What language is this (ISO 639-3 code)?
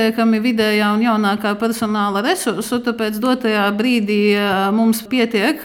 lav